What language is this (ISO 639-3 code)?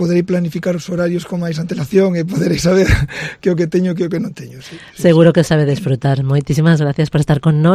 glg